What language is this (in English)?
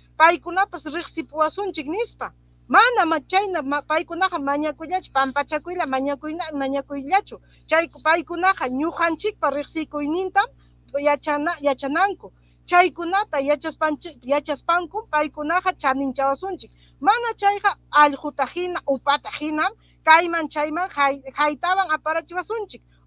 Ayacucho Quechua